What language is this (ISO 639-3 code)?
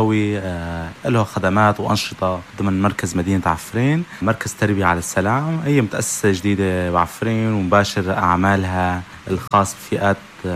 apc